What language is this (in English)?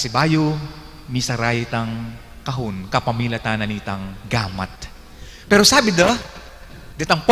Pampanga